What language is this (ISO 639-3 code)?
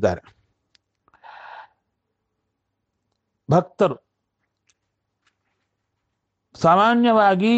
kan